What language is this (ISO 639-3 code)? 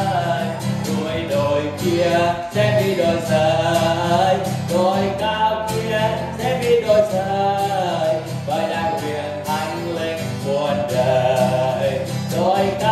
vie